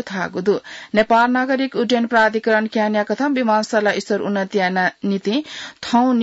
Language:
Newari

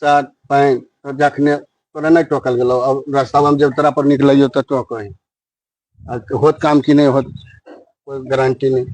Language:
Magahi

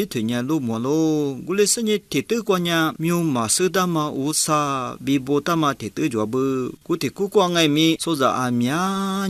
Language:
Lisu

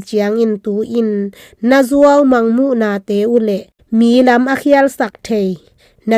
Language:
Tedim Chin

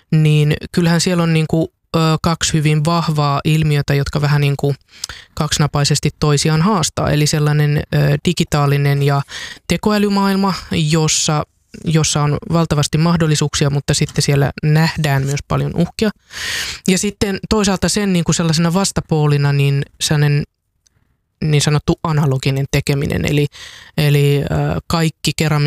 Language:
Finnish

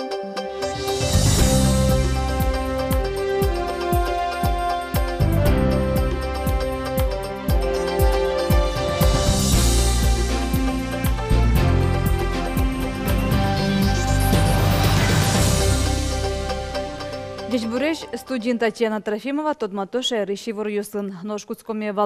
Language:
Udmurt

